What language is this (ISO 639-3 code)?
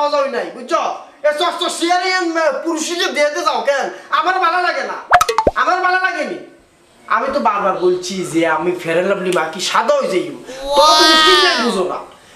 ben